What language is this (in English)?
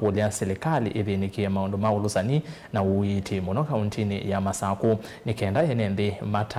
Kamba